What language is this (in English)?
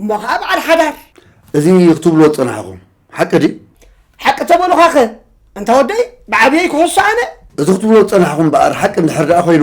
Tigrinya